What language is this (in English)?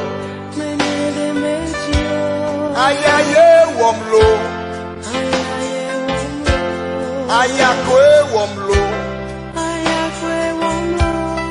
Ewe